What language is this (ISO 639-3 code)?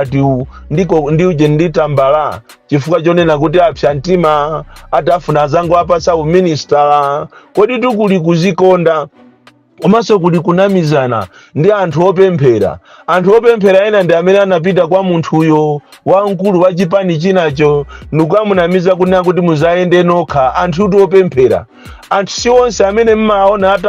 nya